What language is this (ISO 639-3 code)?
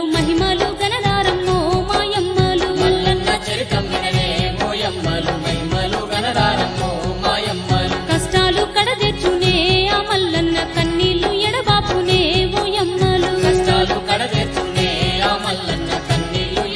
tel